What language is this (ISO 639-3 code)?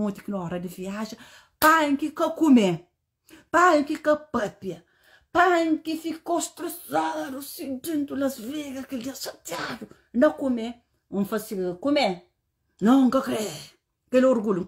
kea